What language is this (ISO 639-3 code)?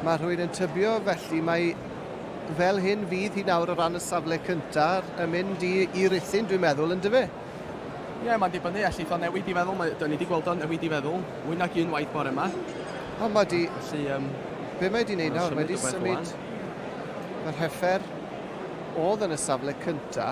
cym